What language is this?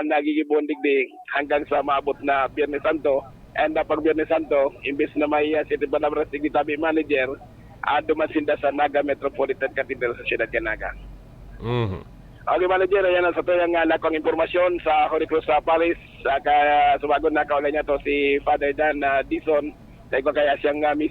Bikol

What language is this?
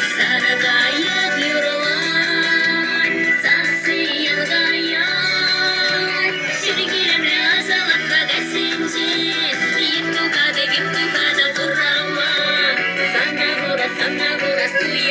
Chuvash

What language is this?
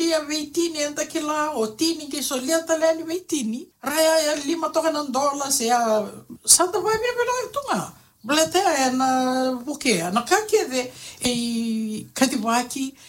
Fijian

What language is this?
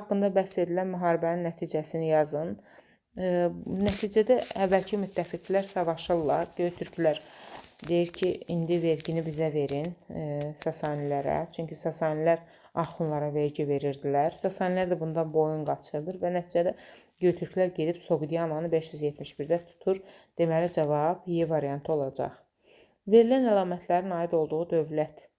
Azerbaijani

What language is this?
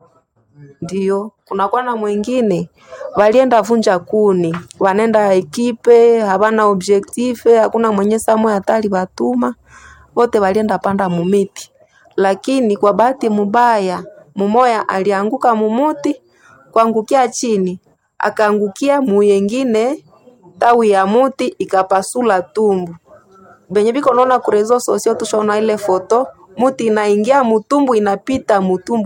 Swahili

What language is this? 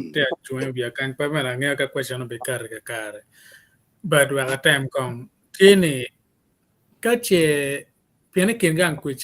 Acoli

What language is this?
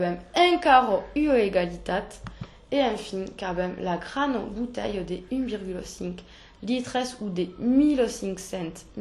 Occitan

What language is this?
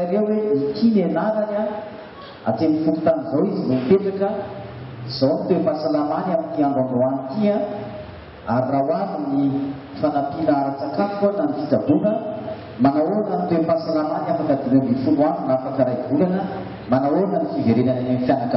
Malagasy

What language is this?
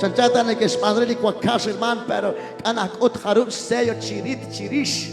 Kekchí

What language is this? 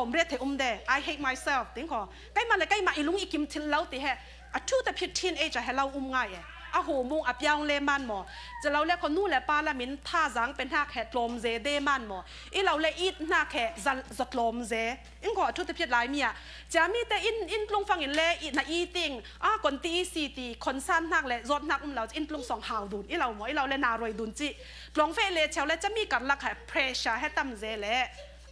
Falam Chin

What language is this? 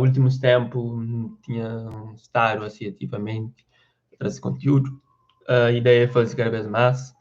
Kabuverdianu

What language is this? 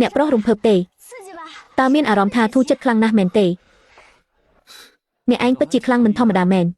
Khmer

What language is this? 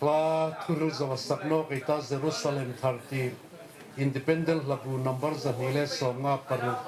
Hmar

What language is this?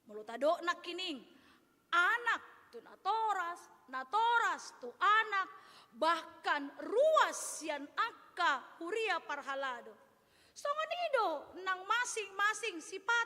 Batak Toba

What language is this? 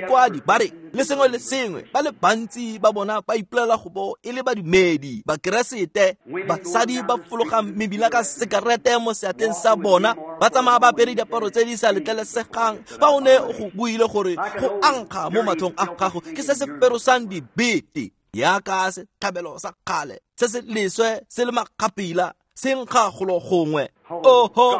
Tswana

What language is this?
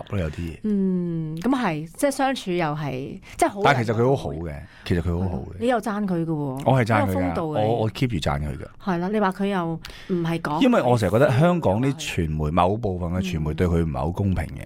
Cantonese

